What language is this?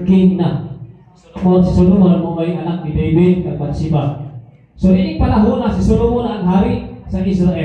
Cebuano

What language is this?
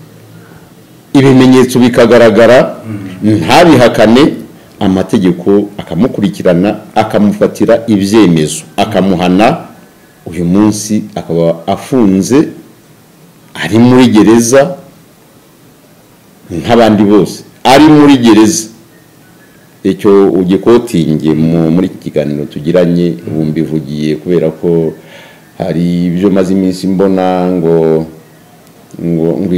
Kinyarwanda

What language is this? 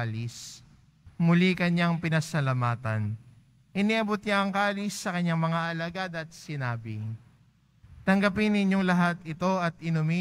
Filipino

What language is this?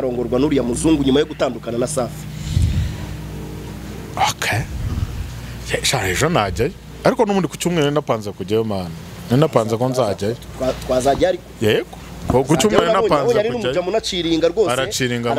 Kinyarwanda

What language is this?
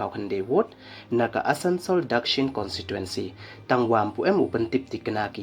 Pnar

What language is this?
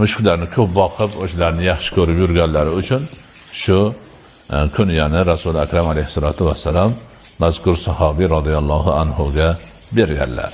Uzbek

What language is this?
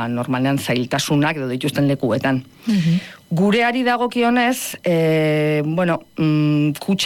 Basque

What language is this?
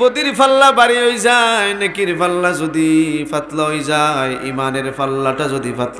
Sylheti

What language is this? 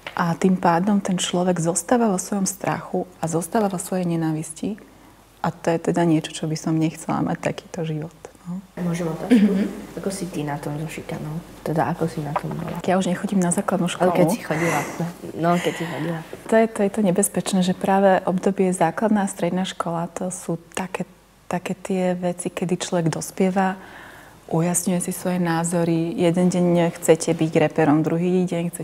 Slovak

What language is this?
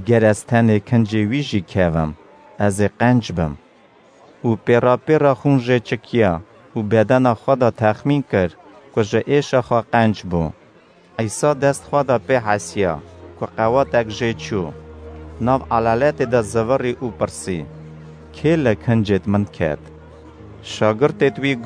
Kurdish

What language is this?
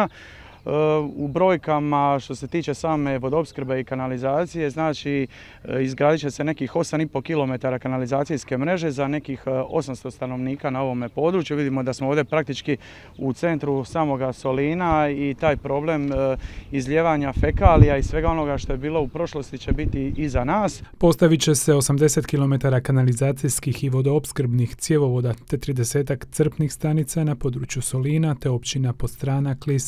Croatian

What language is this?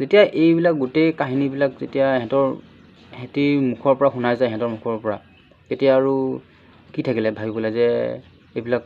Assamese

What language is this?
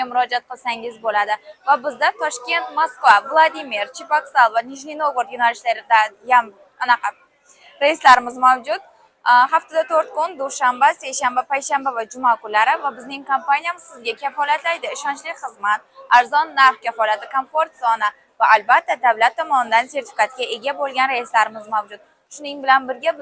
Uzbek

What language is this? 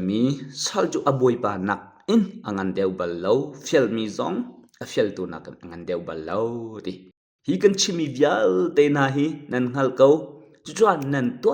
Hakha Chin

